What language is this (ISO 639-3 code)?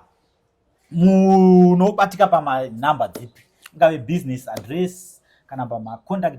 sna